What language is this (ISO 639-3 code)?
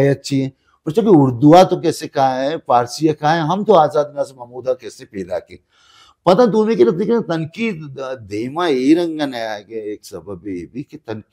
bal